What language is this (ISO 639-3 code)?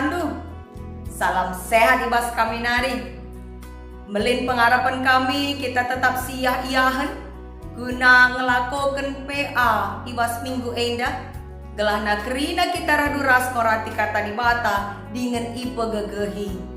btx